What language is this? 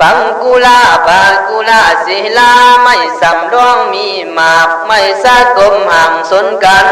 Khün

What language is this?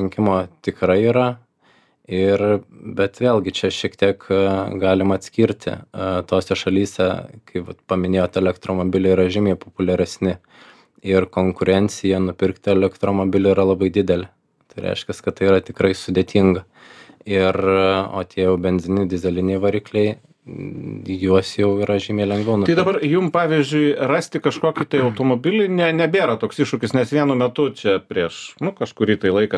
Lithuanian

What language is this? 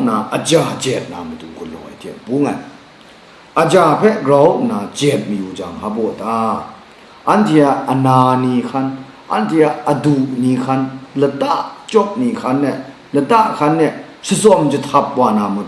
Kachin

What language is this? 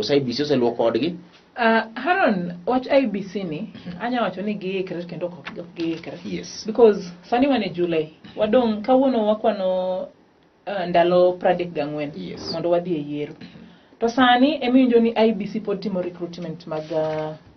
Luo (Kenya and Tanzania)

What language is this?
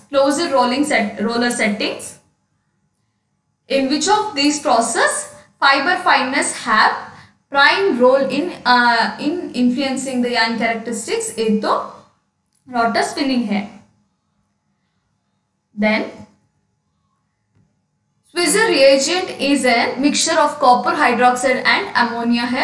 English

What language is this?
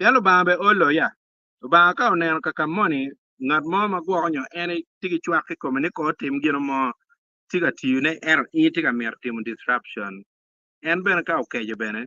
Acoli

